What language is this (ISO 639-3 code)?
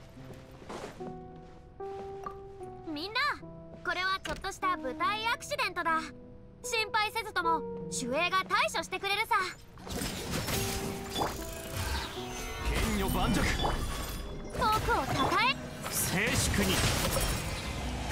jpn